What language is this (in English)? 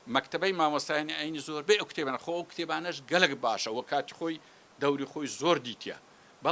Central Kurdish